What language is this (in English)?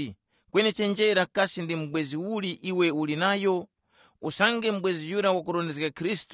Tumbuka